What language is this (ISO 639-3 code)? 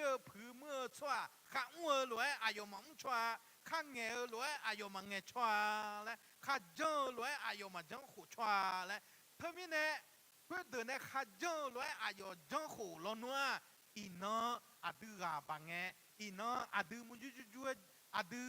ahk